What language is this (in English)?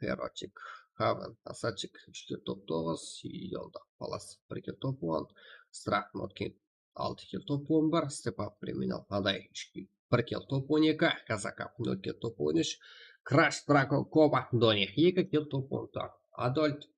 Kara-Kalpak